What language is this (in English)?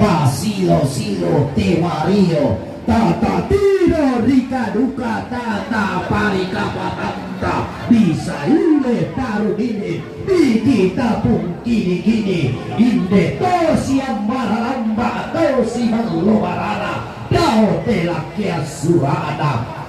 Toraja-Sa'dan